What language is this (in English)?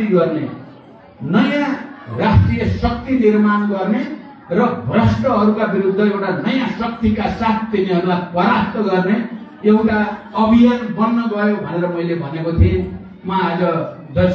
Nepali